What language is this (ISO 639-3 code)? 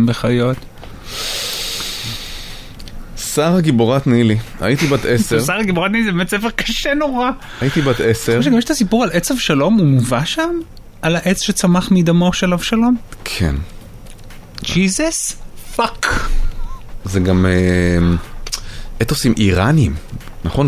heb